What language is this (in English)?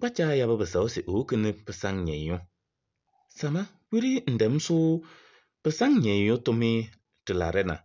Kabiyè